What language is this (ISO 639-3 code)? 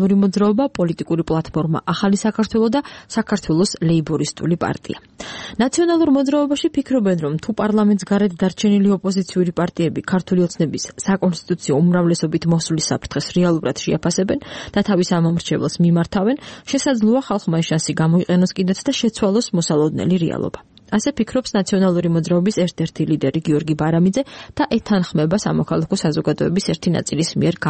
kat